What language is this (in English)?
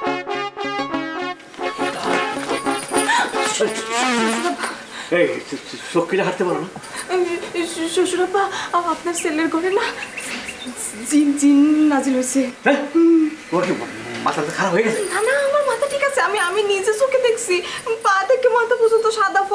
Bangla